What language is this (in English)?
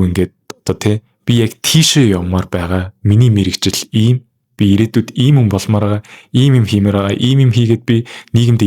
Mongolian